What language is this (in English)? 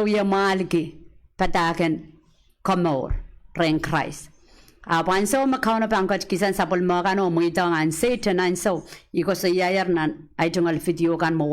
Pohnpeian